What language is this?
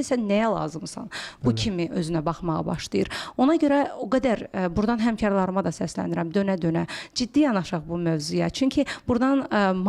Azerbaijani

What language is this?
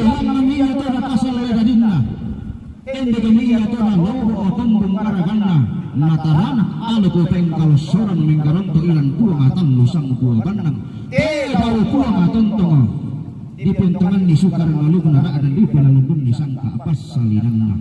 Toraja-Sa'dan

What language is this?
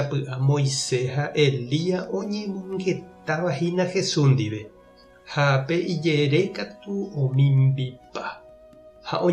Guarani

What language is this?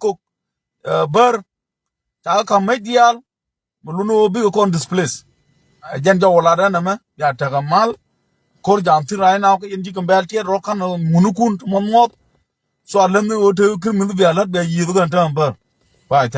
Nuer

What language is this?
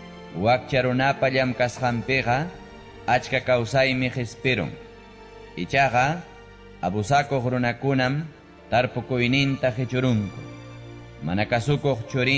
Ayacucho Quechua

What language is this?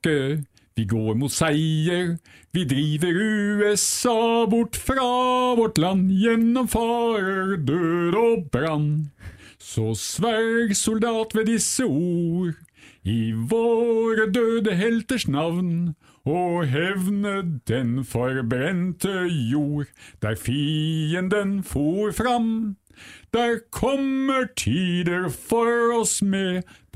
Norwegian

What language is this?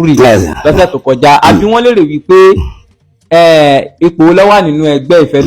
Yoruba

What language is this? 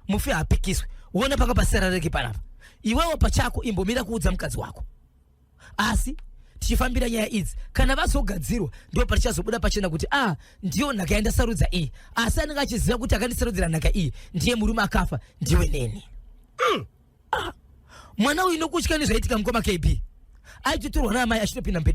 Shona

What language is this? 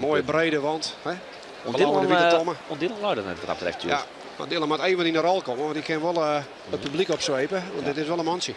Western Frisian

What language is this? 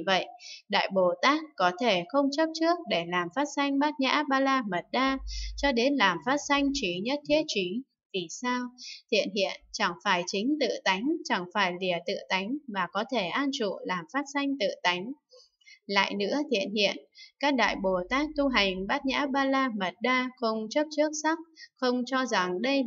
Vietnamese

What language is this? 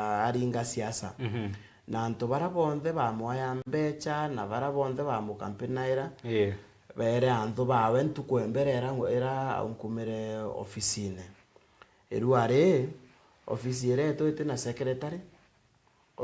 Meru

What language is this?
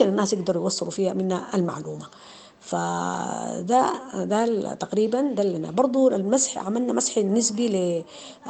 Sudanese Arabic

